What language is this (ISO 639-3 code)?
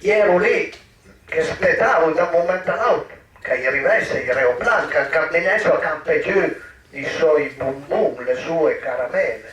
pms